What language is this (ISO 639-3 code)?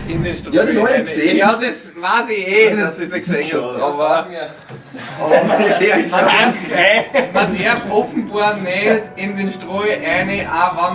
bar